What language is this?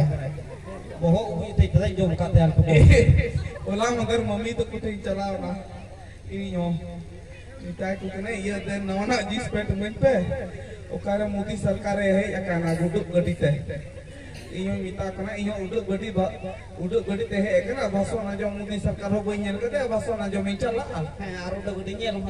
Santali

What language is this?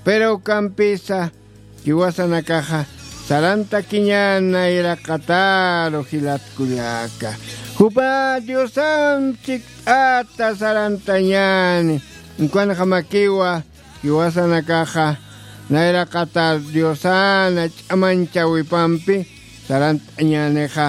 Aymara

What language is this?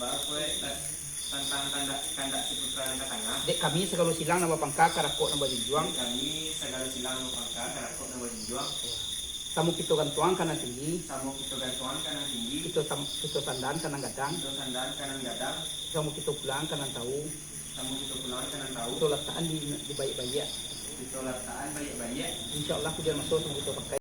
Minangkabau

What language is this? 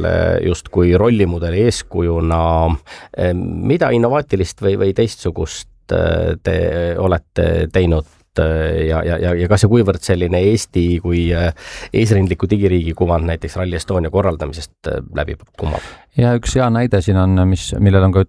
Estonian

